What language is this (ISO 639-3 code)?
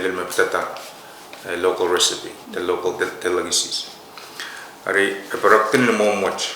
pon